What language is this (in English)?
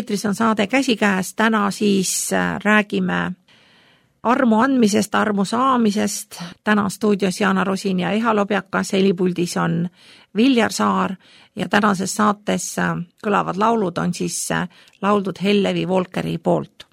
Estonian